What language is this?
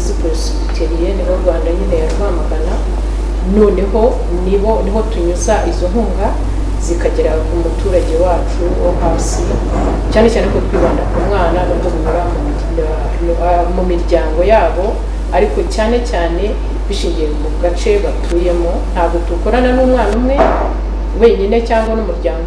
Kinyarwanda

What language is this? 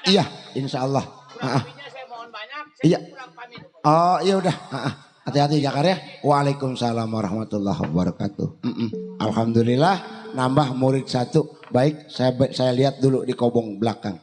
Betawi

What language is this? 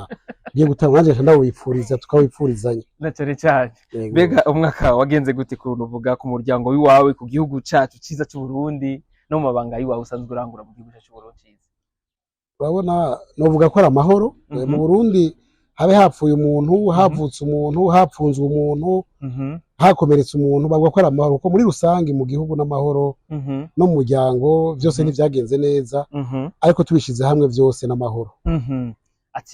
Rundi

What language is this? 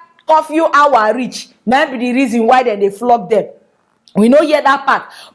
Nigerian Pidgin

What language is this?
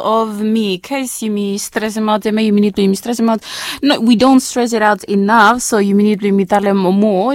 Bislama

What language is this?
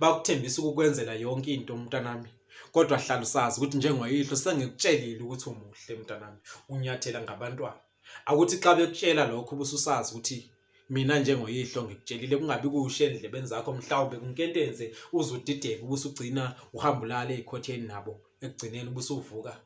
Zulu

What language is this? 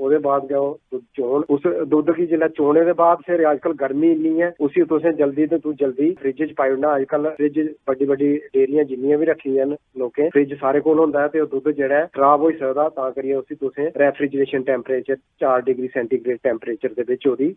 Dogri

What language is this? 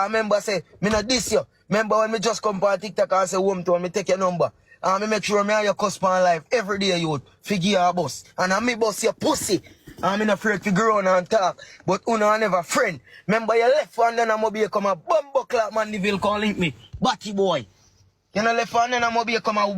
Jamaican Creole English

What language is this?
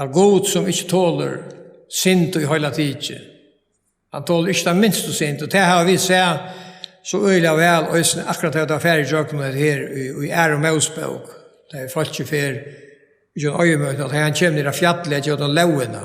Faroese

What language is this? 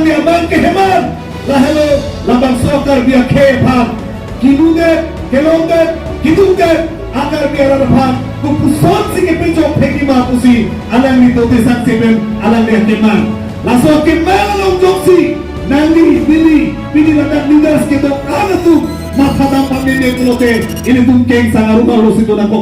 Karbi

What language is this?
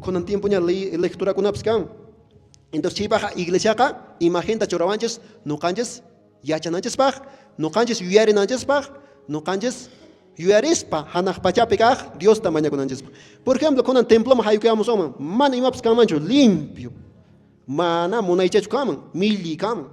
Quechua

